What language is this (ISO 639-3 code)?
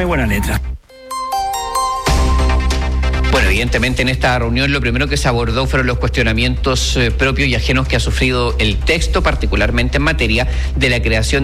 spa